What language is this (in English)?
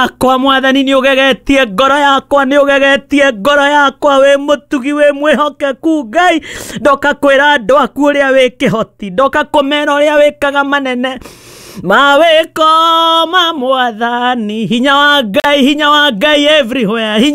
Kikuyu